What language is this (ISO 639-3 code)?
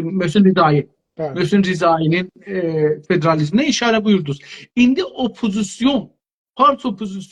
azb